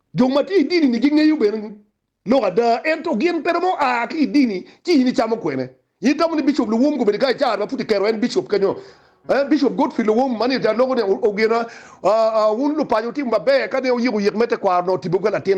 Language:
Acoli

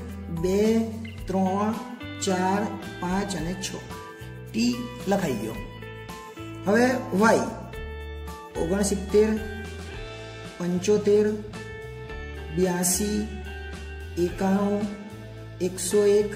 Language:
Gujarati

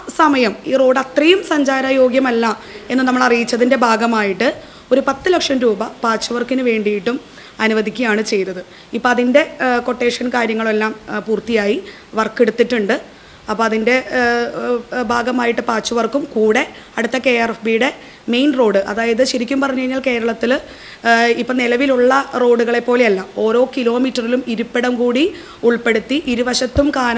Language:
Malayalam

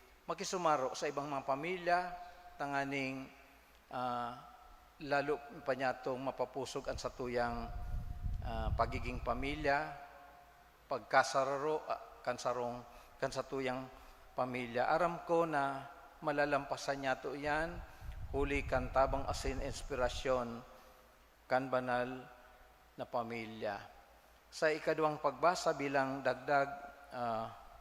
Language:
Bikol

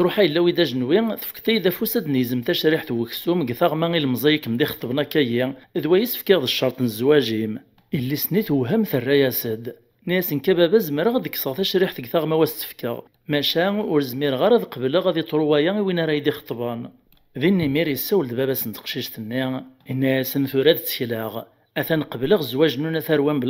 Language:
Kabyle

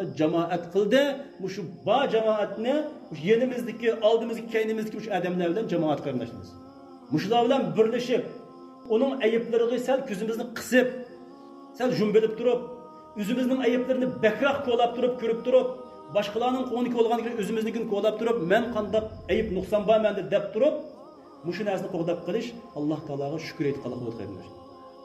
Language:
Uyghur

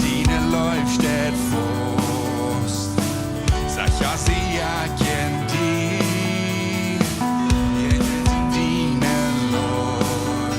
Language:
Plautdietsch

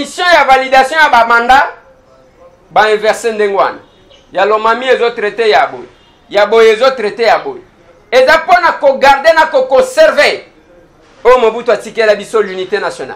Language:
Lingala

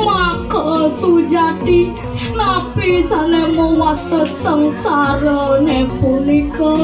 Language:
Balinese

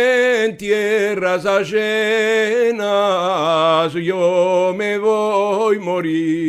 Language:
Ladino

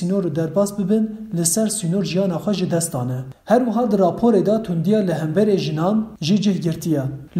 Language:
Kurdish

